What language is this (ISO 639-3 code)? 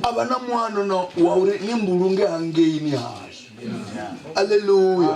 ven